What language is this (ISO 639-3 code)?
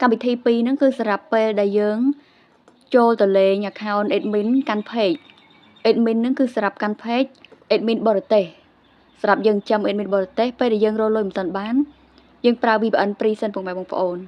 khm